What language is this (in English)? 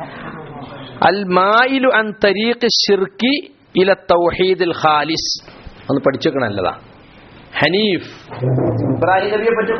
Malayalam